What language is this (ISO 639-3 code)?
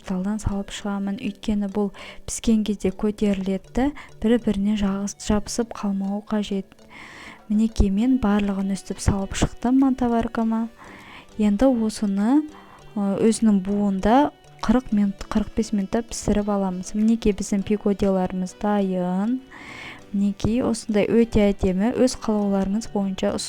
kaz